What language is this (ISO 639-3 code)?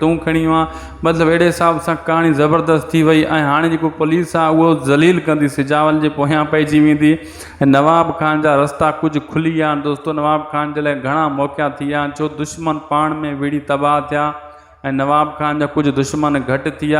snd